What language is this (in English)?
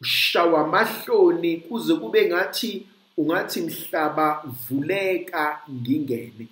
Zulu